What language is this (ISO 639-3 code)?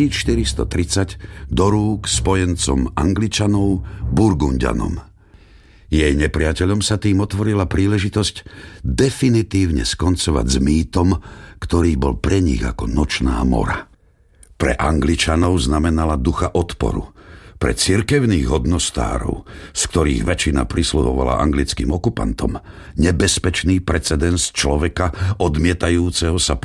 slk